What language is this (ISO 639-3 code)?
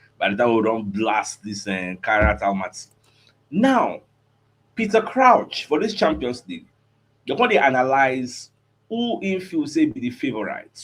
pcm